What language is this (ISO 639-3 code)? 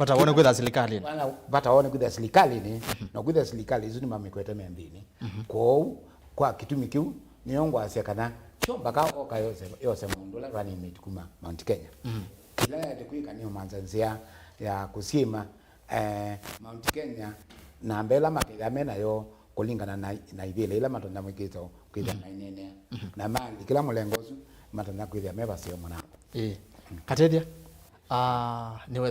kam